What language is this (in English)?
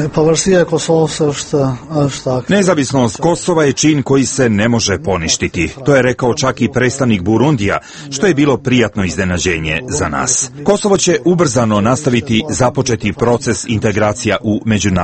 Serbian